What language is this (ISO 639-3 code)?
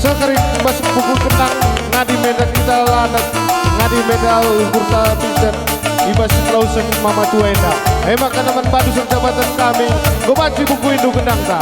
btx